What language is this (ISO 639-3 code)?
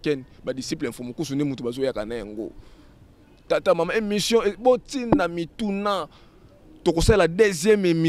lin